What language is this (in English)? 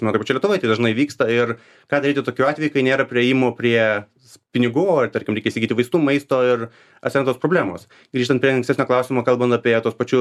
Lithuanian